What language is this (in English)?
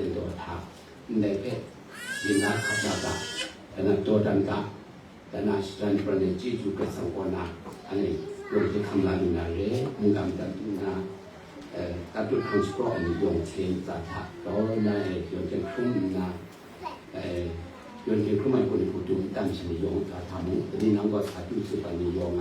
Kachin